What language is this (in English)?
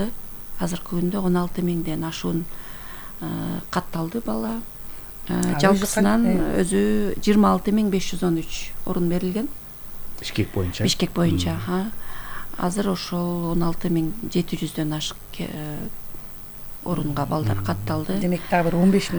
Kyrgyz